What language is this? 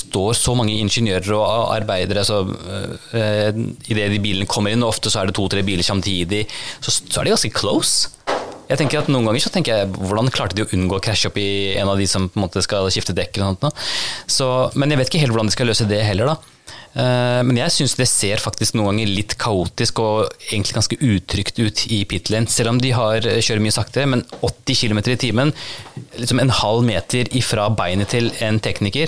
Norwegian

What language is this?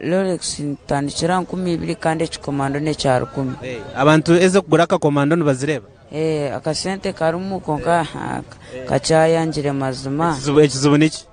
Nyankole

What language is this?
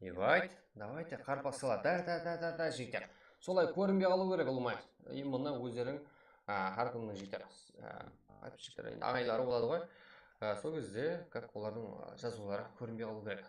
Kara-Kalpak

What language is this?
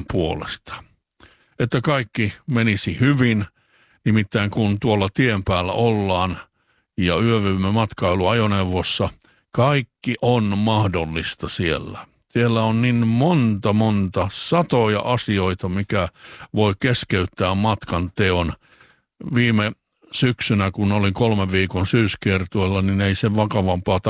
Finnish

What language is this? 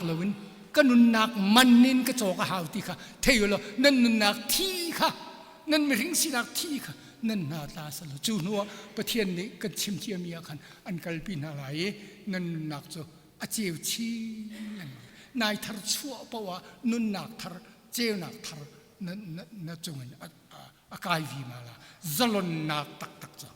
Hakha Chin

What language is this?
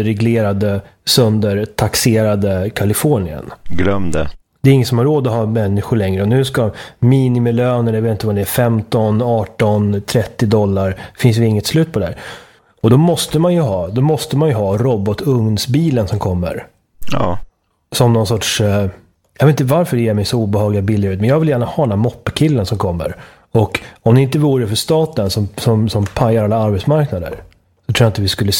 Swedish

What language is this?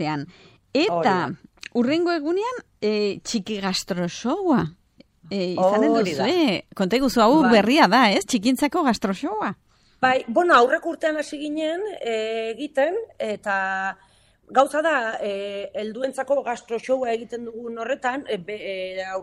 Basque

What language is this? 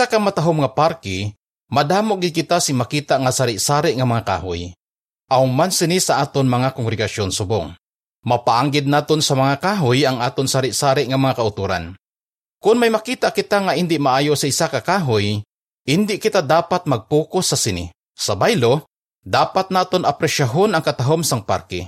Hiligaynon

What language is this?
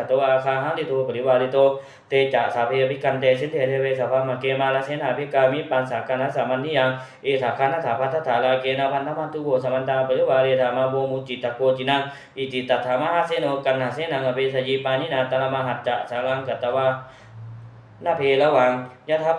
Pali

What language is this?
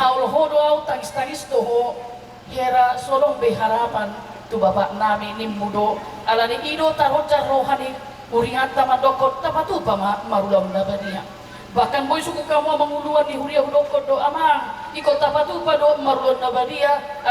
Batak Toba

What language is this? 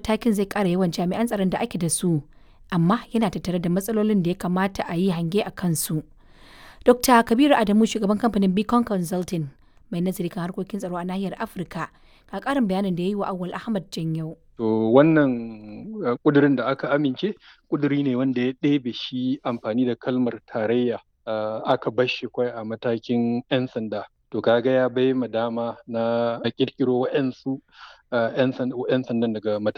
Hausa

